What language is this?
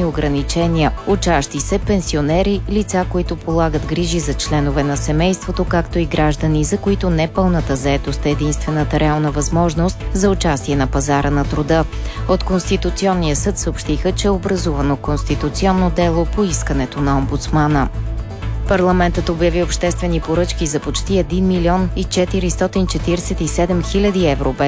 Bulgarian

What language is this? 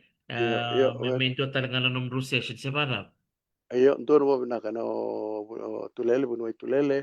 Fijian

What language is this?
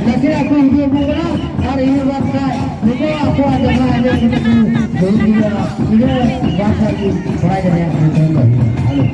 Santali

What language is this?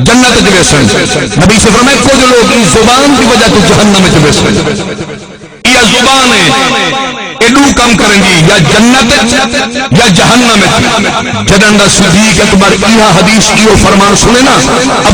Saraiki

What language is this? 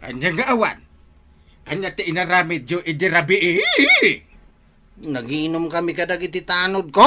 Iloko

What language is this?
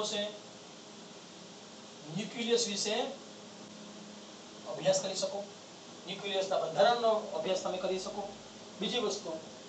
Gujarati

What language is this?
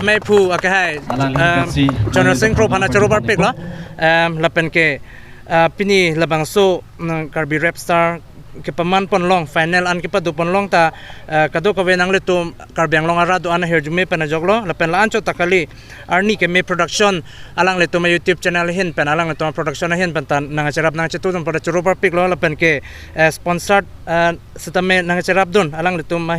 Karbi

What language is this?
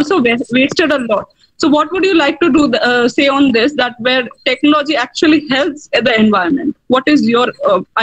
English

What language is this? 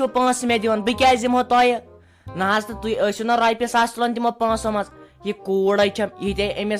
Kashmiri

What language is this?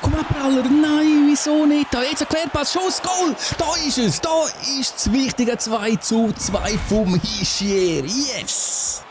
Swiss German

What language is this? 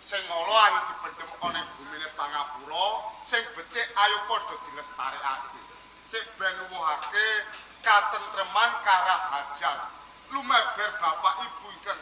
Javanese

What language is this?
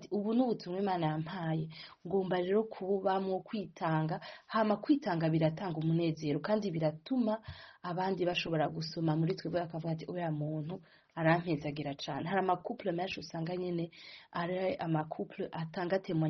Rundi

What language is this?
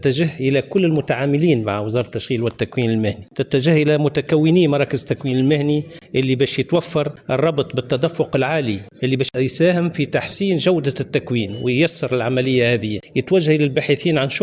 Tunisian Arabic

